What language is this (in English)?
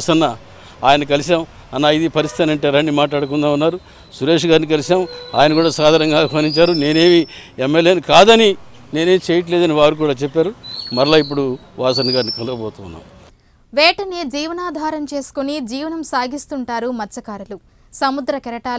Telugu